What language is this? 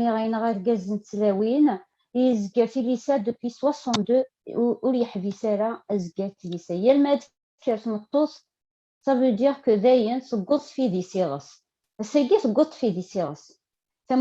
Kabyle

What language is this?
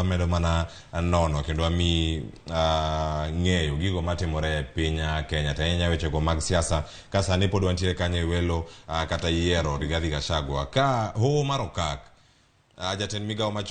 Luo (Kenya and Tanzania)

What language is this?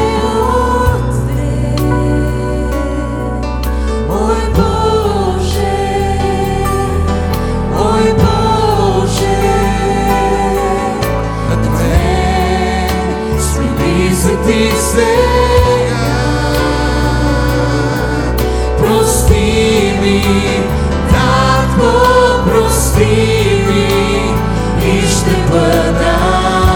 Bulgarian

